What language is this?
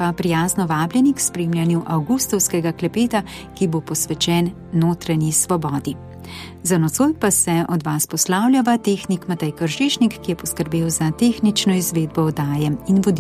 Slovenian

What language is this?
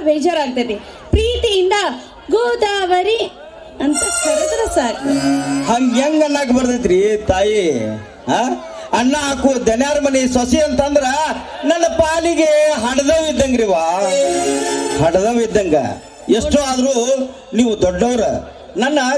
Kannada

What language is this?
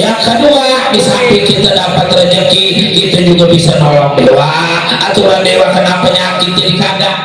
Betawi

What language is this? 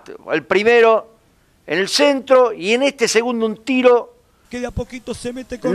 Spanish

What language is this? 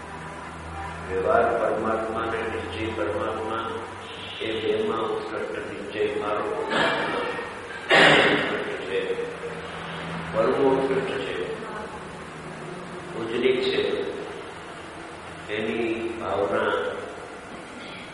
Gujarati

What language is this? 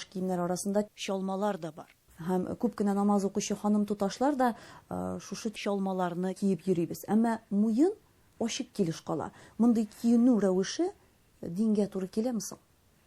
Tatar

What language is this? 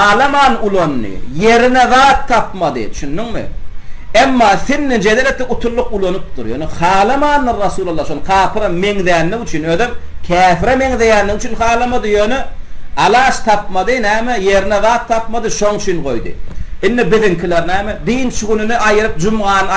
Turkmen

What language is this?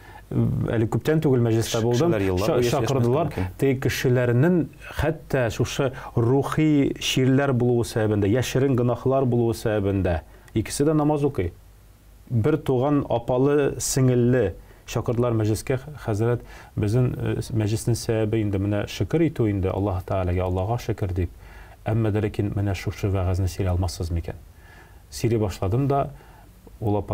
Tatar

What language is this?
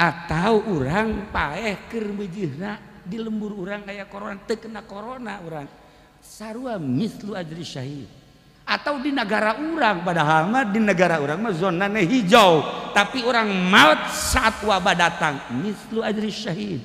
Sundanese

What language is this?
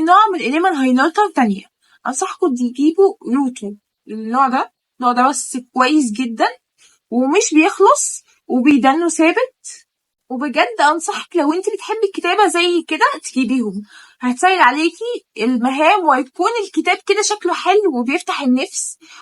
Egyptian Arabic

